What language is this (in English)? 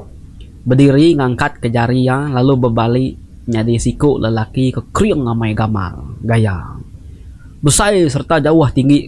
Iban